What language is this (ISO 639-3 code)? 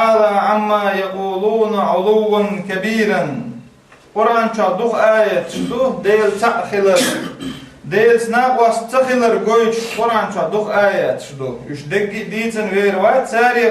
che